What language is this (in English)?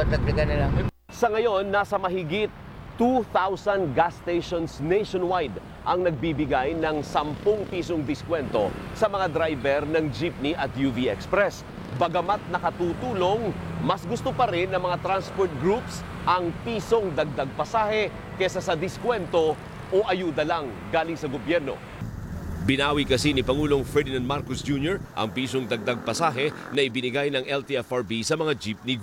Filipino